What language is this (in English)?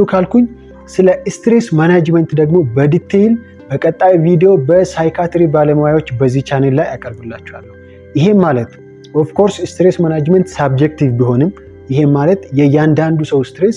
Amharic